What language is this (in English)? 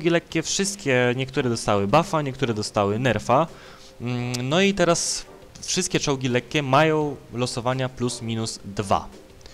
Polish